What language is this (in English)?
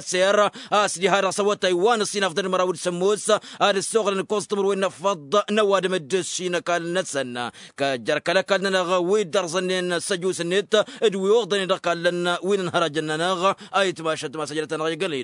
Tamasheq